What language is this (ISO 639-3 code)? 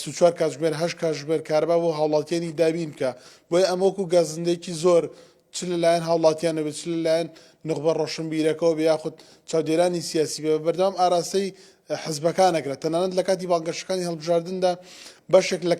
ckb